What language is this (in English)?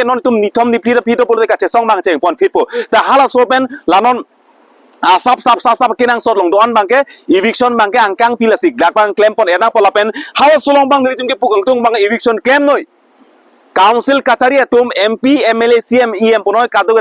Karbi